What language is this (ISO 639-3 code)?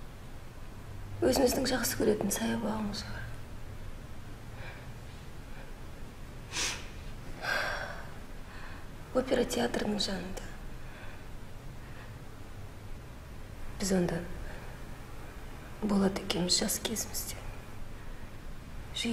kaz